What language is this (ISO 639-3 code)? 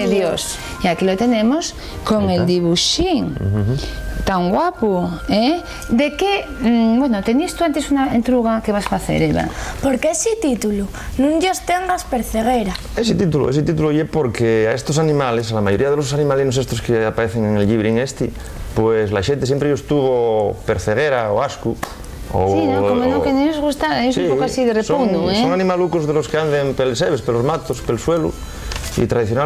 ast